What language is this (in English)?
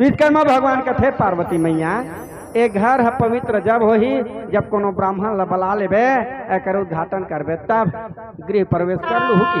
Chhattisgarhi